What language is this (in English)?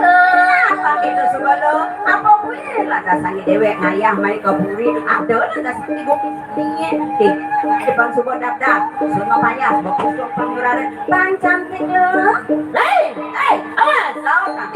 Balinese